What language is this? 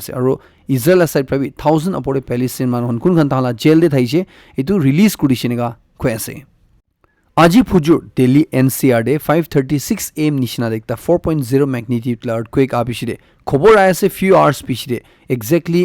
Naga Pidgin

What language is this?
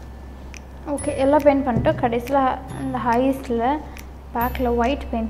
Tamil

